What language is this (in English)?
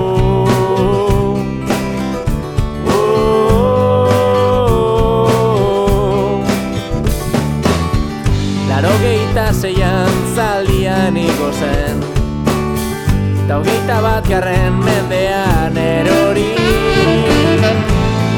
Basque